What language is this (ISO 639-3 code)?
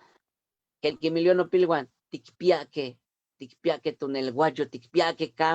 nhe